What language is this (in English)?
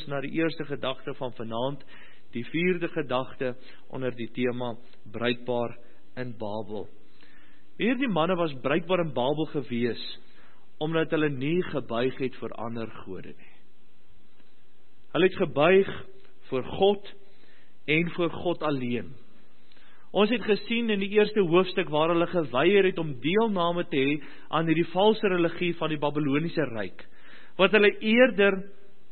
Afrikaans